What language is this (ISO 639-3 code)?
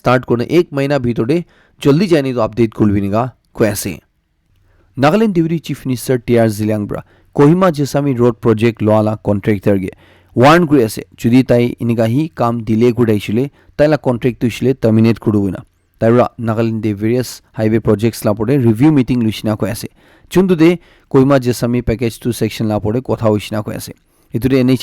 nag